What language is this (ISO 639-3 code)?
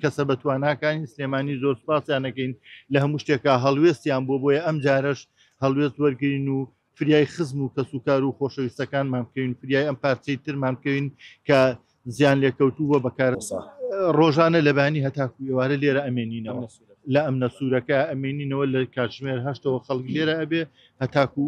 ckb